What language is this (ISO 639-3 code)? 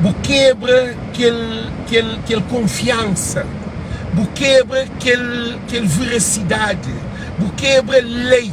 kea